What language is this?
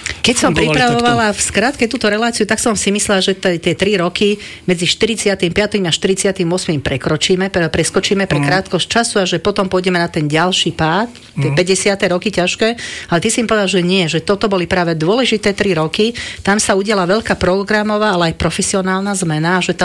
Slovak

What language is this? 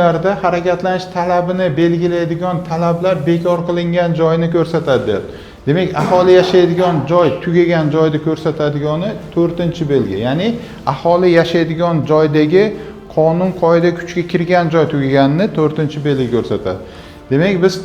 Uzbek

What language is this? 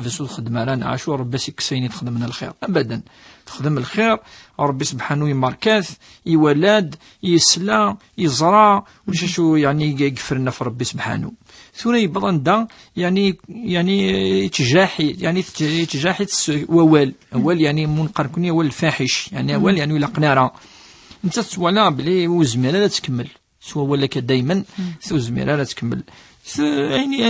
Kabyle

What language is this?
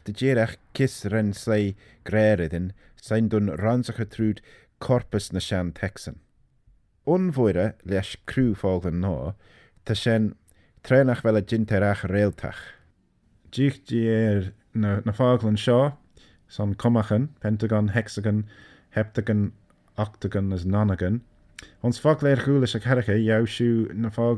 Manx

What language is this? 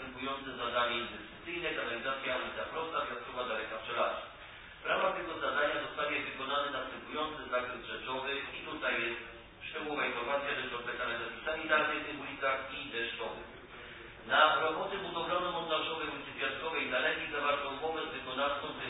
Polish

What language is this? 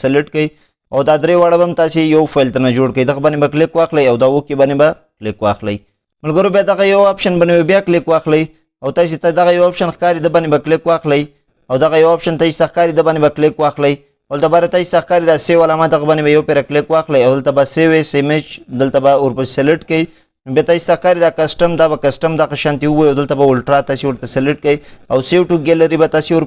Pashto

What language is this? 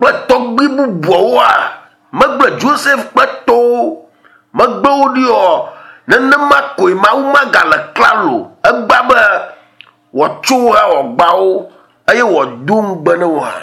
Ewe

